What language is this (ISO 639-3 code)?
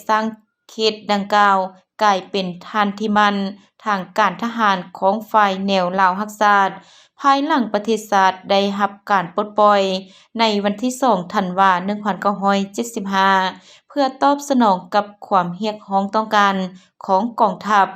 lao